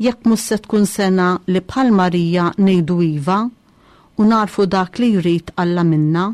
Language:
Maltese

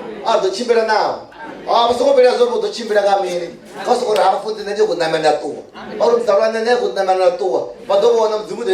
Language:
Venda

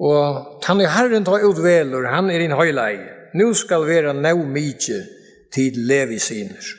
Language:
Faroese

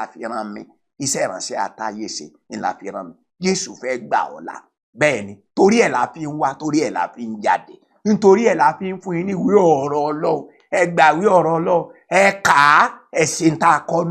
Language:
Yoruba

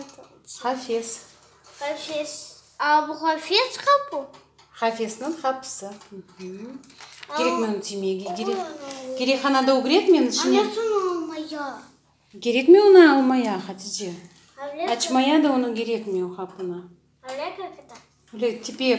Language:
Crimean Tatar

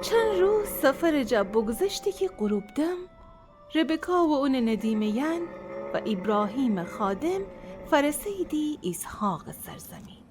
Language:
Gilaki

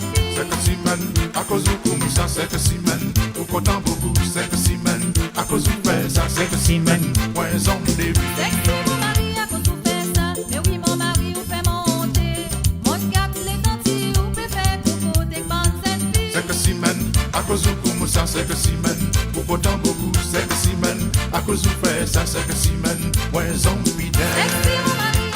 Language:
Morisyen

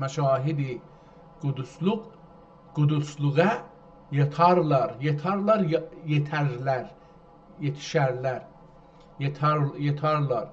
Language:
South Azerbaijani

